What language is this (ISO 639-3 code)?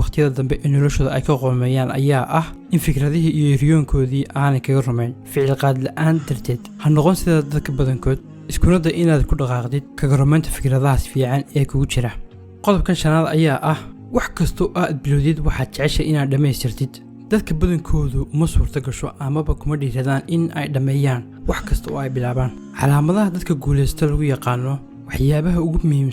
som